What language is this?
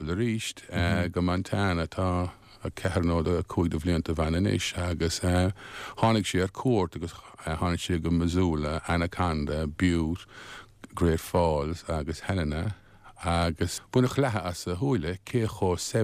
Irish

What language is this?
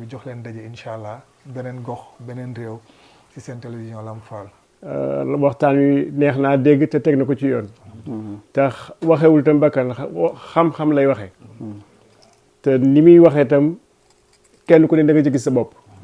Wolof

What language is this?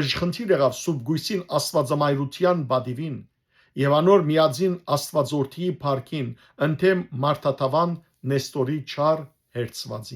Western Armenian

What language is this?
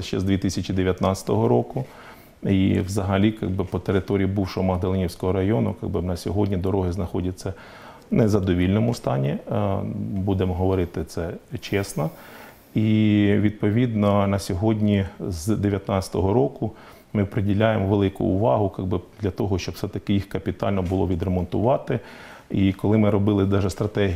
Ukrainian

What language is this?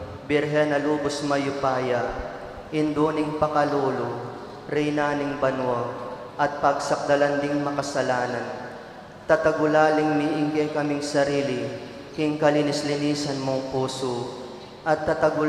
Pampanga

